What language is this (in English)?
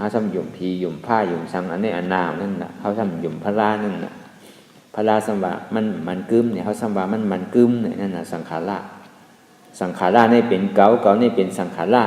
Shan